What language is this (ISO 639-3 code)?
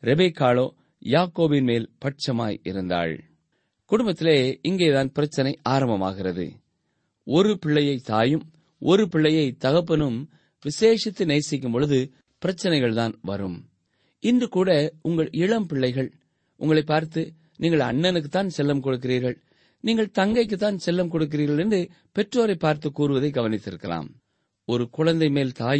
tam